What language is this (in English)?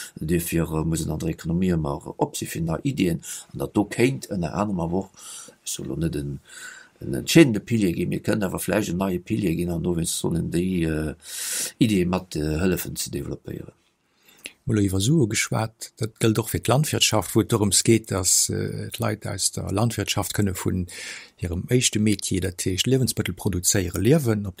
Luxembourgish